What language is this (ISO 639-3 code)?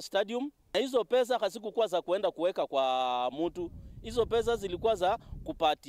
mer